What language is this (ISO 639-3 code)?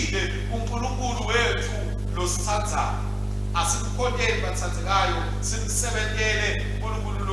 ssw